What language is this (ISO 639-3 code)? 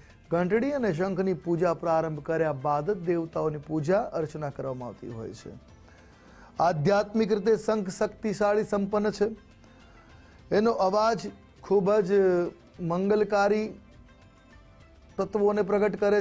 guj